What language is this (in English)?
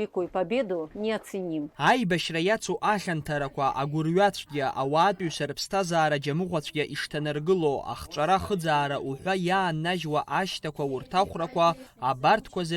Abkhazian